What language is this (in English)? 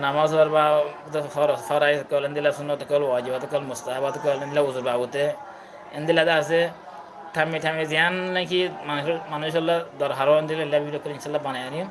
Rohingya